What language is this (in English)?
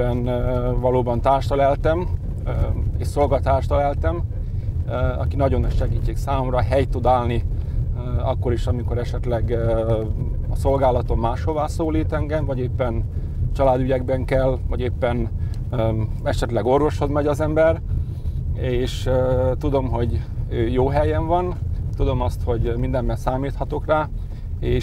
Hungarian